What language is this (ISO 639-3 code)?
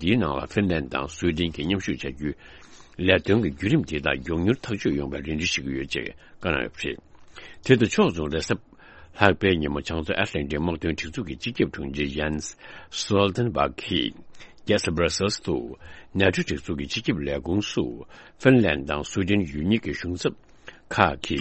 bod